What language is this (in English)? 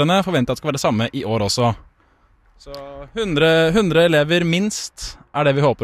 Norwegian